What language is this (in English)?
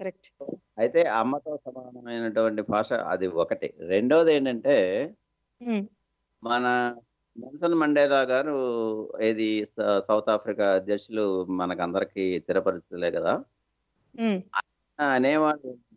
Telugu